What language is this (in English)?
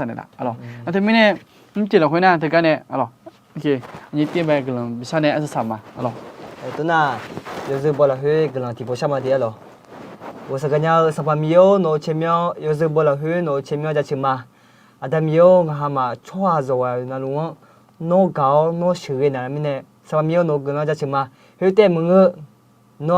Akha